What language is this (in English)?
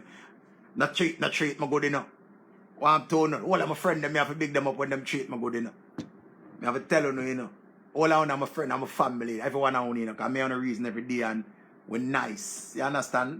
Jamaican Creole English